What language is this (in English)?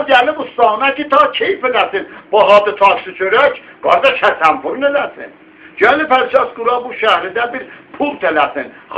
South Azerbaijani